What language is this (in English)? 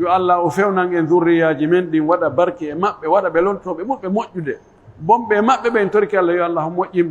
Pular